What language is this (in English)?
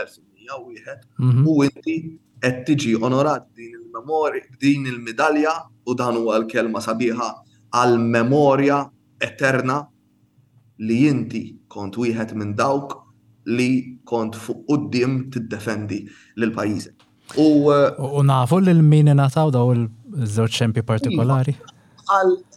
Maltese